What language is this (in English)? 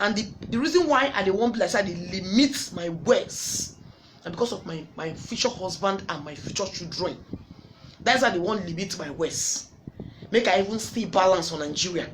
Nigerian Pidgin